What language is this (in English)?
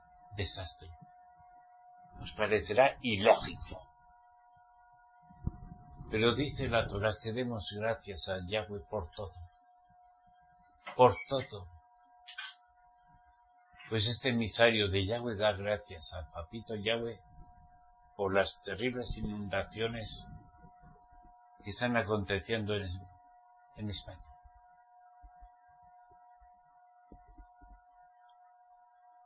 Spanish